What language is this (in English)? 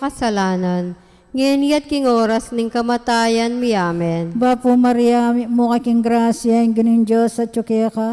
Pampanga